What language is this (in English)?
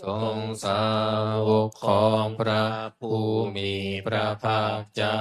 Pali